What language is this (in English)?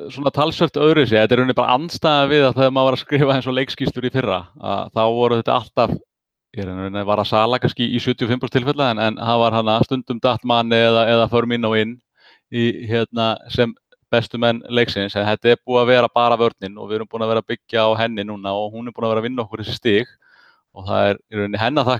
Icelandic